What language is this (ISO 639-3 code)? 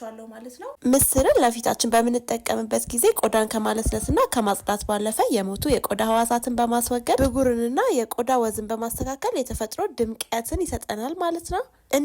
amh